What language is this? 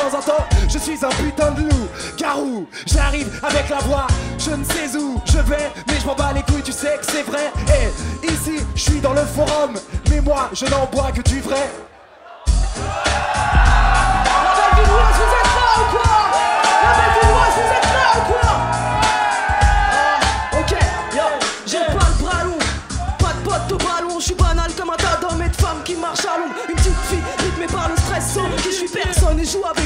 French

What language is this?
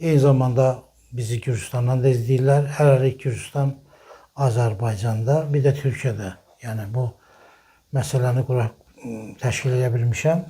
Azerbaijani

